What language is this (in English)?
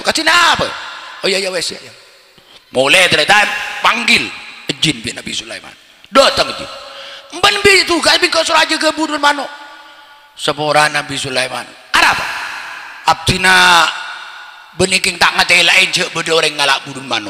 Madurese